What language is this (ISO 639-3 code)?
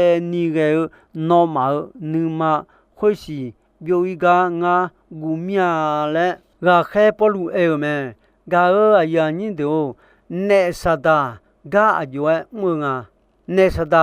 ahk